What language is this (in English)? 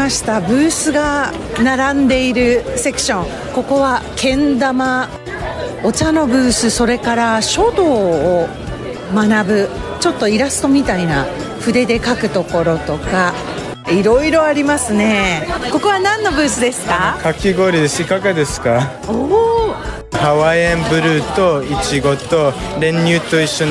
Japanese